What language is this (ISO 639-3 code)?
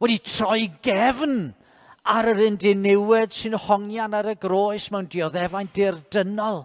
cym